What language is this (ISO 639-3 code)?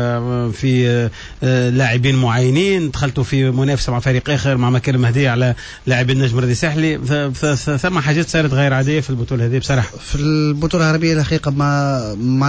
aeb